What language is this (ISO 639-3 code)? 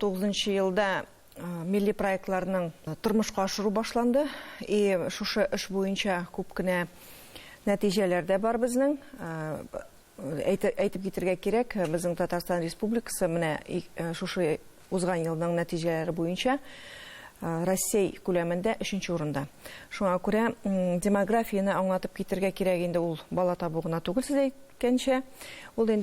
tat